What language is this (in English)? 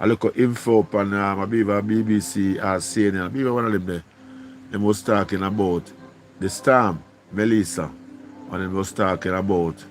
Jamaican Creole English